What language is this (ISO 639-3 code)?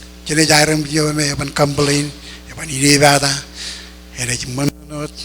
mah